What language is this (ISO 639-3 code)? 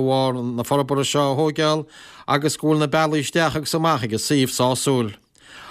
gle